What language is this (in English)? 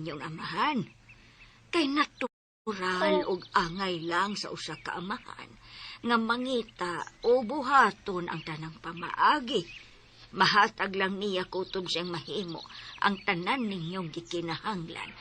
Cebuano